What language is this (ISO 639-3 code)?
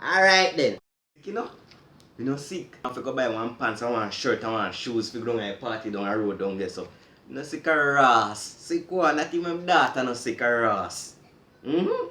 jam